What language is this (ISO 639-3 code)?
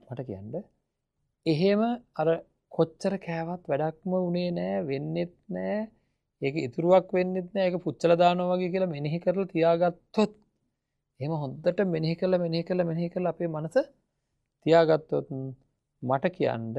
sin